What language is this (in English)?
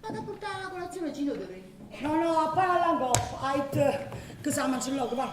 Neapolitan